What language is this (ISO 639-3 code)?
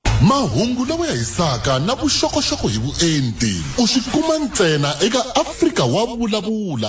tso